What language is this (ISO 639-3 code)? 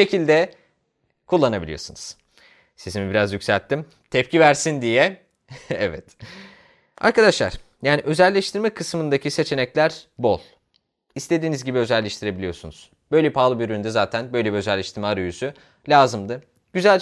tur